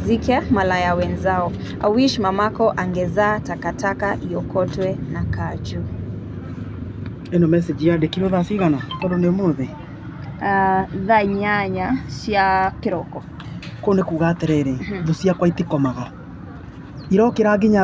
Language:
Kikuyu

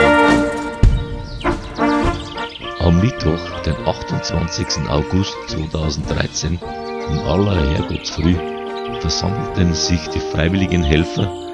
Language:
German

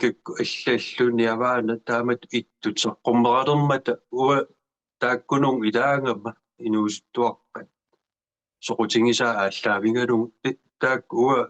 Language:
Kalaallisut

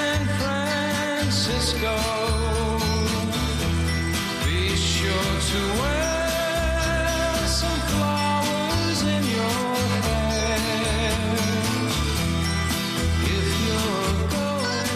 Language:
English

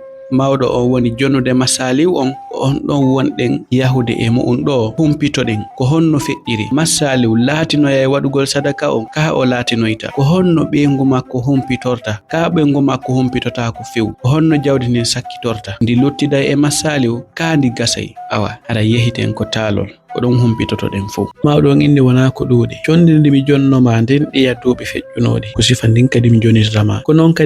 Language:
Fula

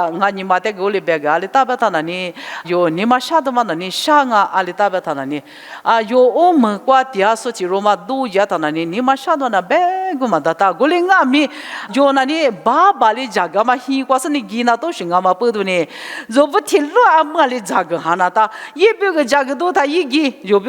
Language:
Lisu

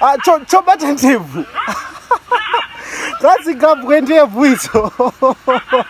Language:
Shona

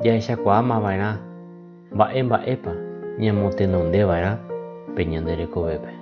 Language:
Guarani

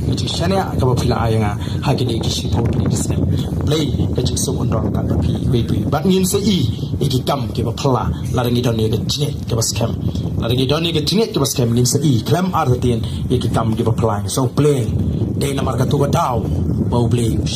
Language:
Khasi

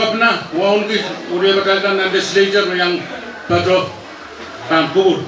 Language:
Pohnpeian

